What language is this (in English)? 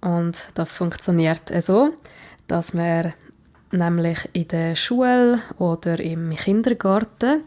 Swiss German